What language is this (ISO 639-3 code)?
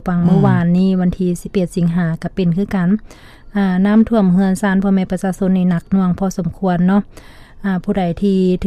lao